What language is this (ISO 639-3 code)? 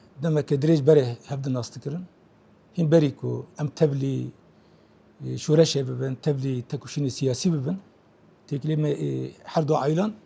kur